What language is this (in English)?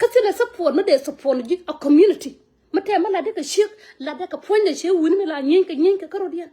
Nuer